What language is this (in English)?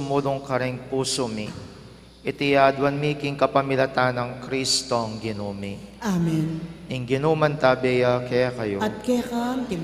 Pampanga